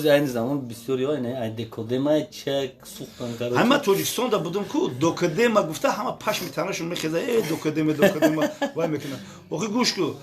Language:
Tajik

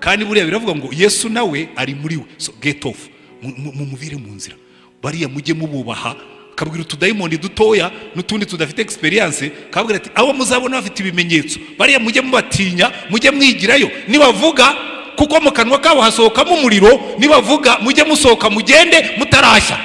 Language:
Kinyarwanda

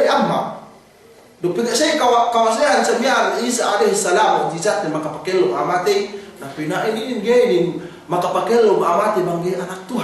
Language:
Yakan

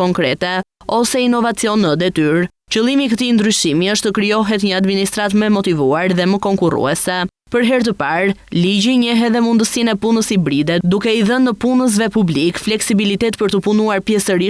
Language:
Albanian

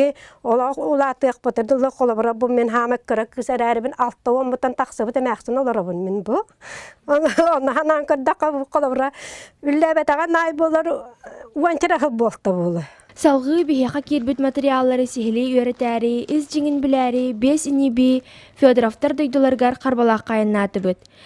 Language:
Yakut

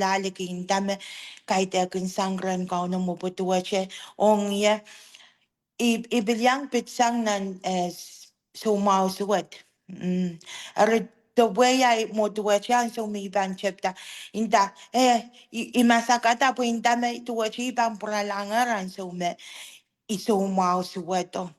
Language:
Pohnpeian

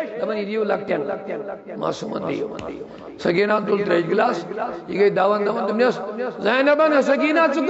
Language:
Kashmiri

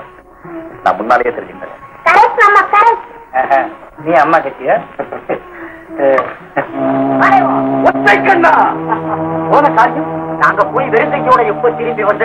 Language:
Tamil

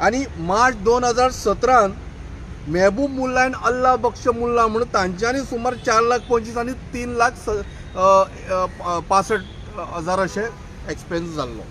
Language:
Konkani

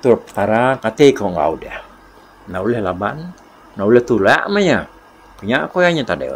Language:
Iban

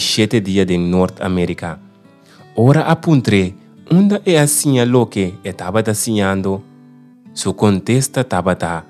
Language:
Papiamento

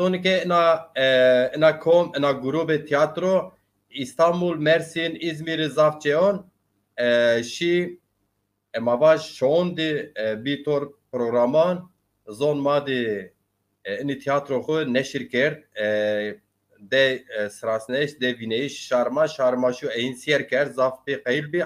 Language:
Zaza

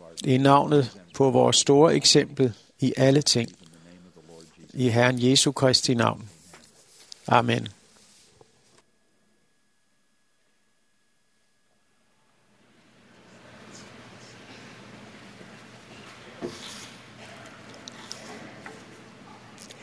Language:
Danish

